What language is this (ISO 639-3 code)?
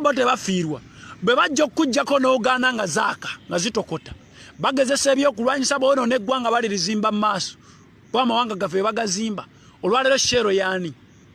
lug